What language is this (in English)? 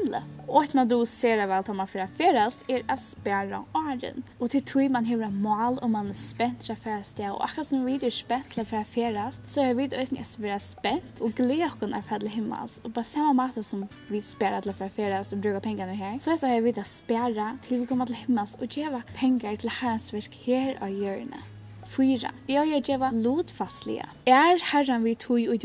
Faroese